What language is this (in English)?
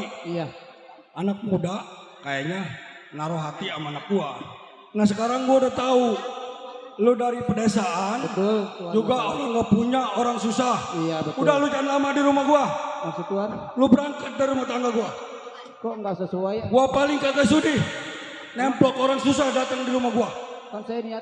Betawi